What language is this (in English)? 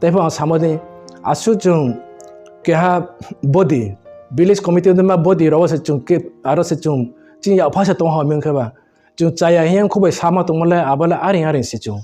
Riang (India)